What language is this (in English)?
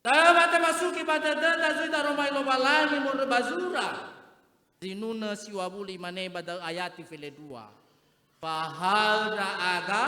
Nias